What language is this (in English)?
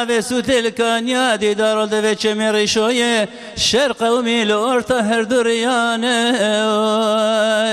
Kurdish